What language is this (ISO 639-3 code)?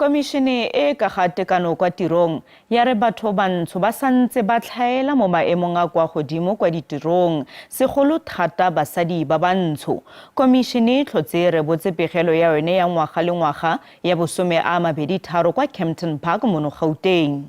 tsn